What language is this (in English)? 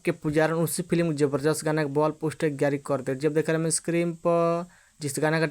Bhojpuri